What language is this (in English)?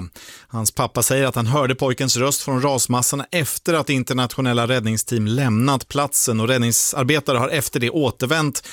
Swedish